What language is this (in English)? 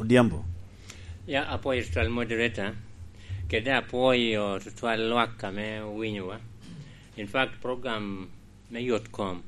Lango (Uganda)